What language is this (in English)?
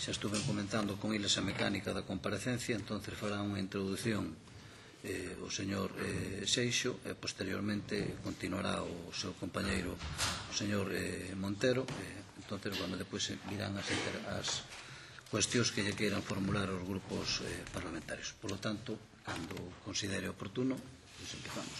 Galician